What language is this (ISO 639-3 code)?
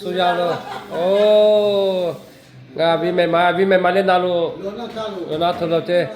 lhu